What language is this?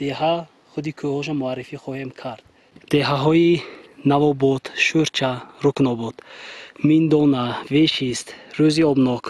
Tajik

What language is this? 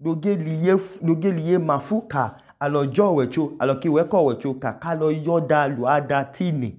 Idoma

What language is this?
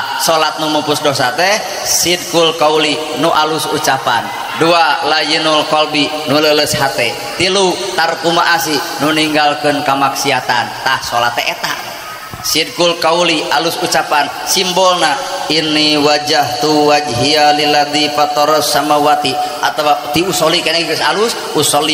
Sundanese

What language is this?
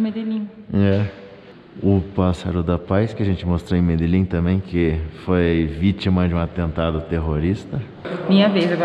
Portuguese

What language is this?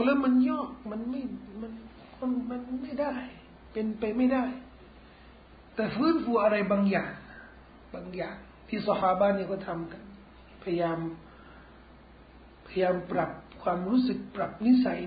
Thai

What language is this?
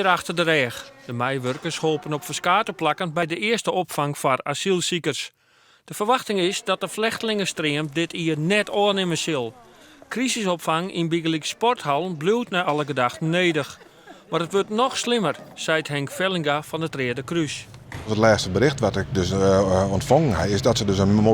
Western Frisian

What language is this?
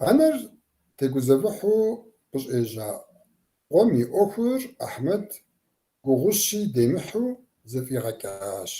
Kabardian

